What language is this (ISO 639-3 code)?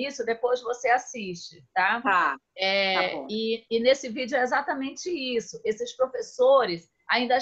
por